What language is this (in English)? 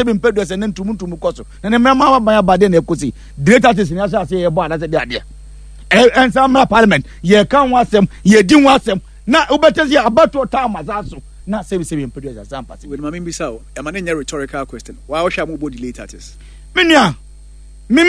Akan